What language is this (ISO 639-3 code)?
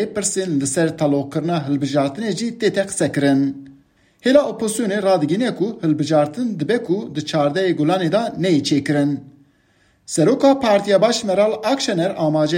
kur